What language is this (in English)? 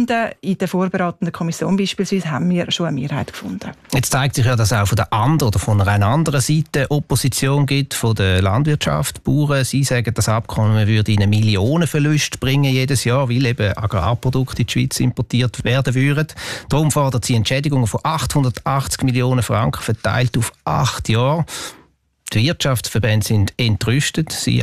German